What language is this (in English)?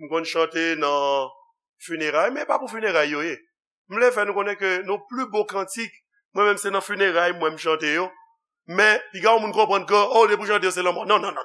Haitian Creole